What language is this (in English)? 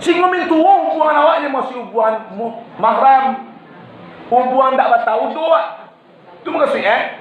Minangkabau